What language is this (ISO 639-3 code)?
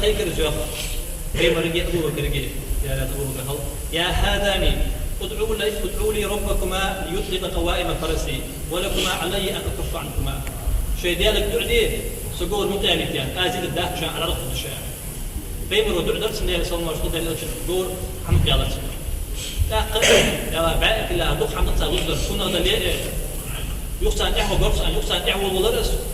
inh